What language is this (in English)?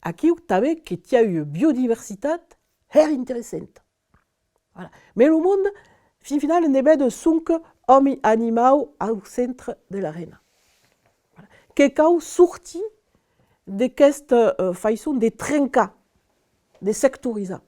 Occitan